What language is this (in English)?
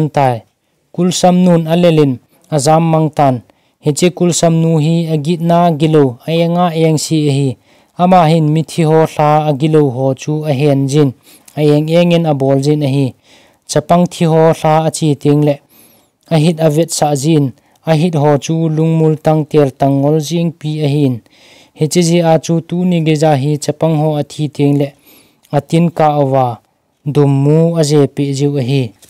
Thado Chin